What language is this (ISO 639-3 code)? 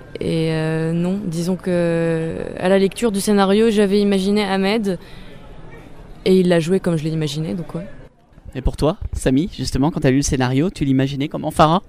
fra